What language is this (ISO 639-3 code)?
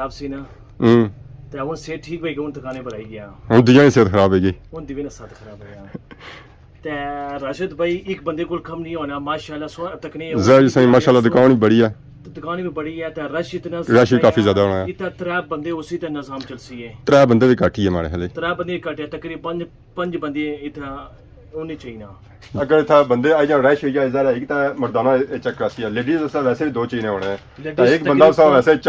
phr